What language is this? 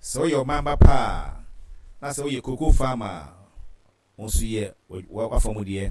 Akan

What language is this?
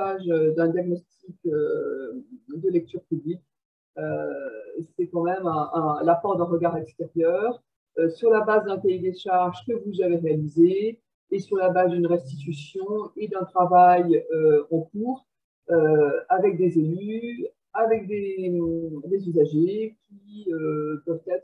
French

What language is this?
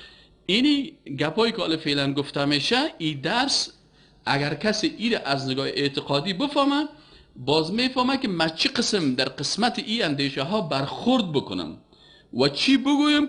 Persian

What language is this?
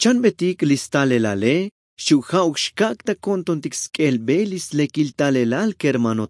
Tzotzil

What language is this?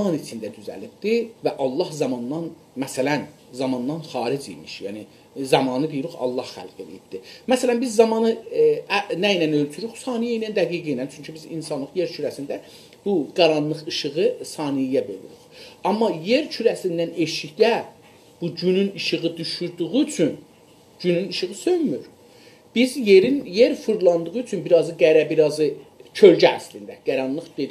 South Azerbaijani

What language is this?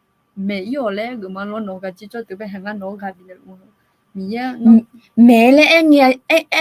Akha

